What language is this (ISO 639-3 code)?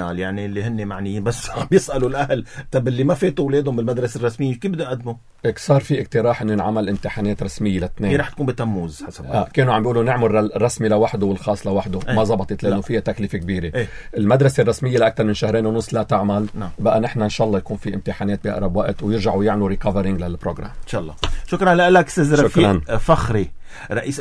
apc